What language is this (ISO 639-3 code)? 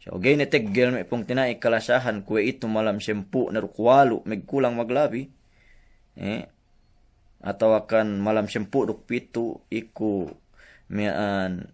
yka